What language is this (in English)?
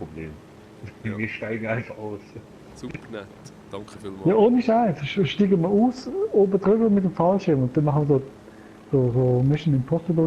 Swiss German